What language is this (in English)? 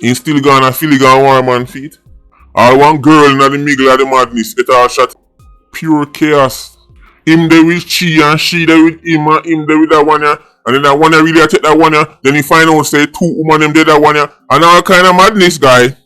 Jamaican Creole English